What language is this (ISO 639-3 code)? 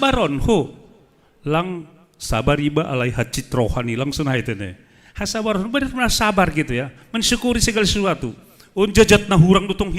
bts